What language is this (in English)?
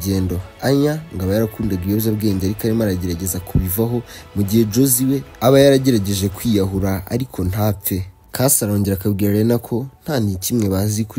Kinyarwanda